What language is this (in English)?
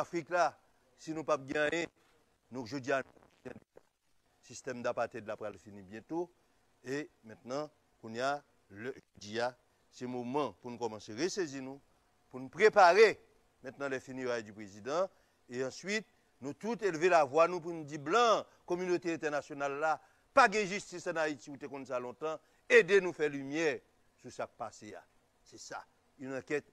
Haitian Creole